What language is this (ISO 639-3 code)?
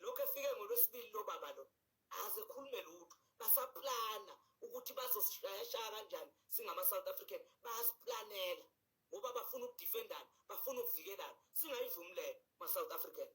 zul